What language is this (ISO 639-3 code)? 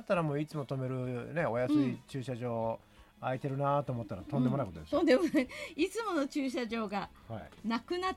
jpn